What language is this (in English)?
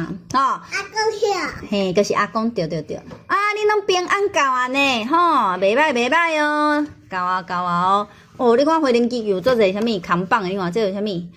Min Nan Chinese